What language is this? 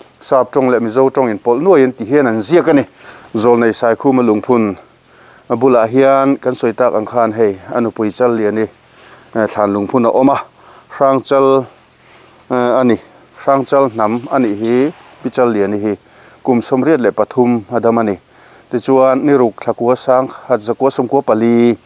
Mizo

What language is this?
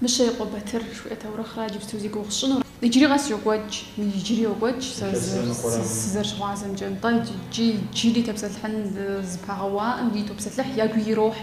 Kabardian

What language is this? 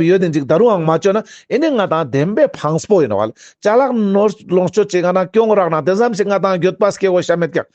Ladakhi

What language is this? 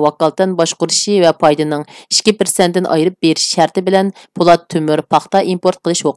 Uyghur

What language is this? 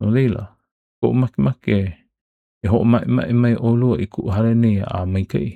Hawaiian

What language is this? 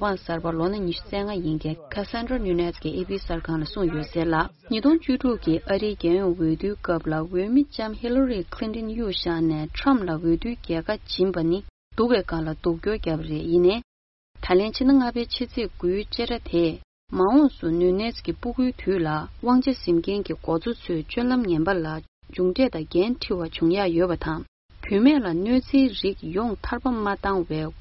Tibetan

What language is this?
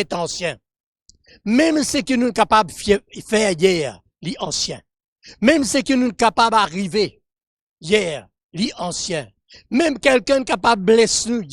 Morisyen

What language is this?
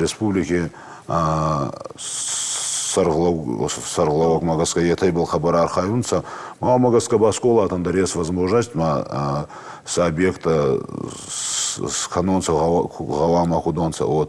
Ossetic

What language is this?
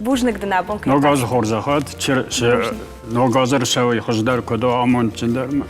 Ossetic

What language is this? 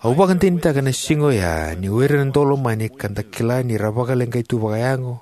Fijian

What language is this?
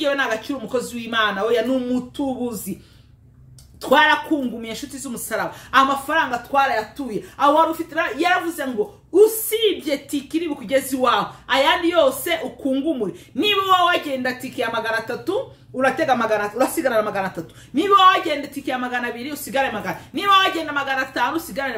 Kinyarwanda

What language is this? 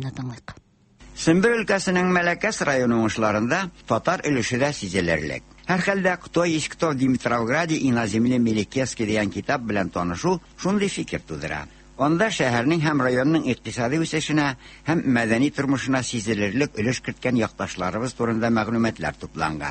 Tatar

